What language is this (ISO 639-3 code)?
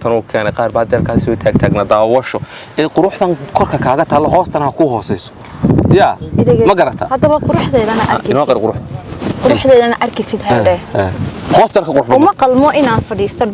som